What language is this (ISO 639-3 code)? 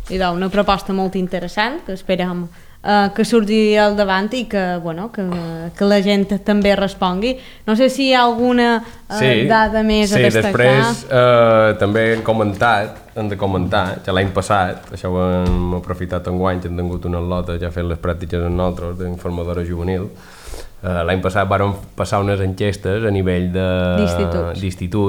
cat